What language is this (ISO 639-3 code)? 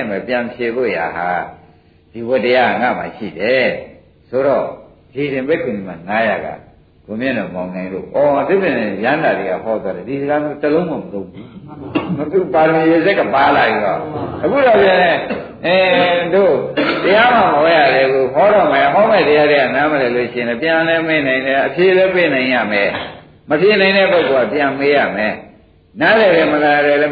mya